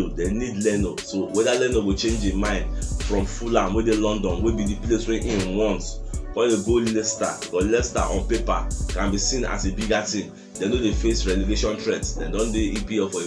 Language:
Nigerian Pidgin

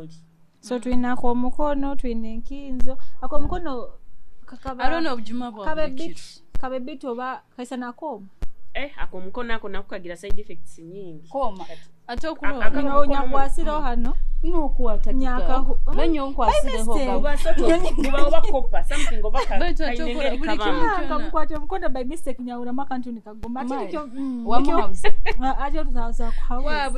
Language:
Nyoro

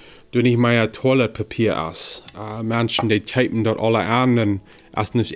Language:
Plautdietsch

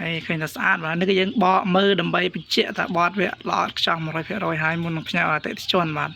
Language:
Khmer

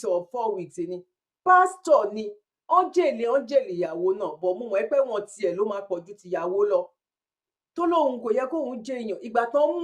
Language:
Yoruba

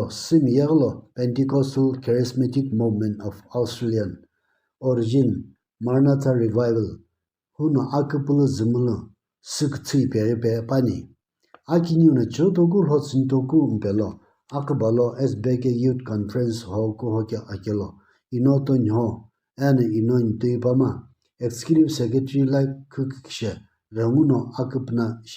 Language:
Sumi Naga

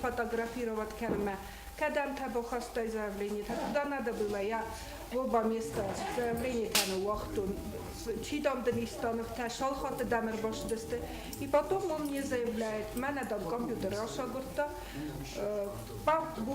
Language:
Ossetic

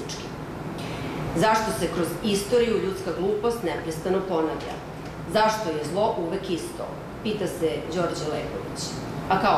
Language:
Serbian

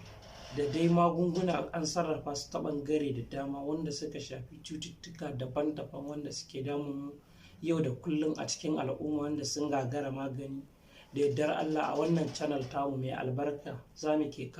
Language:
Hausa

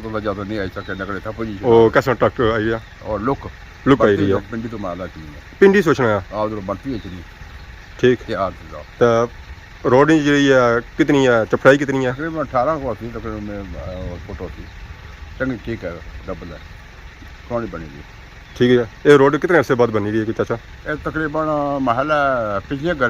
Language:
Pahari-Potwari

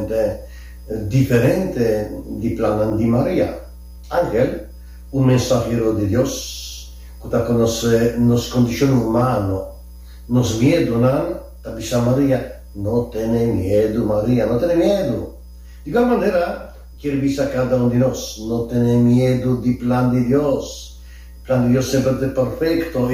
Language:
Papiamento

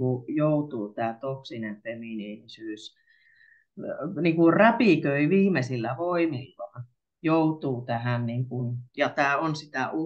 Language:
Finnish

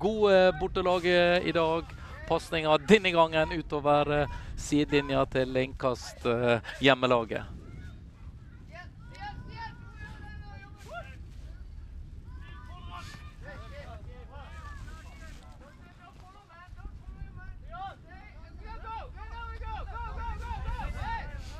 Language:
Norwegian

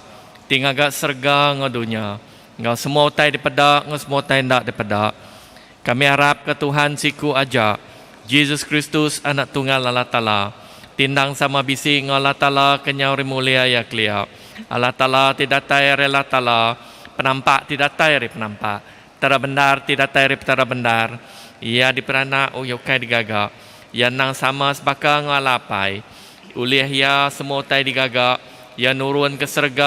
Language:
Iban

